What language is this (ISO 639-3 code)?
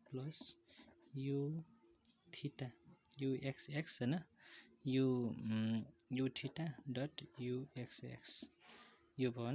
nep